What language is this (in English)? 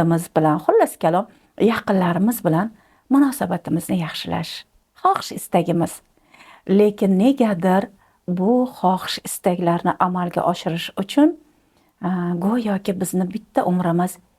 Uzbek